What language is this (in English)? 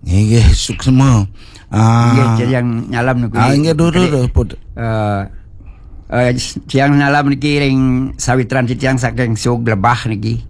Balinese